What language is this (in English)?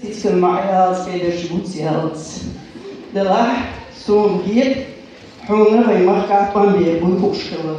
Chechen